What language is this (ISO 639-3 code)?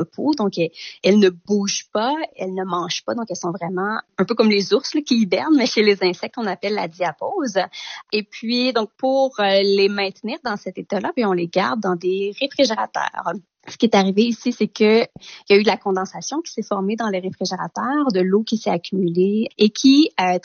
fra